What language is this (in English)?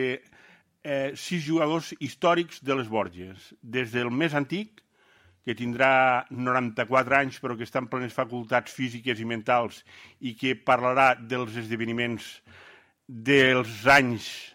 Catalan